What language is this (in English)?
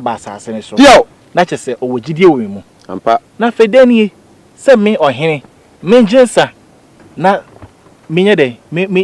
Akan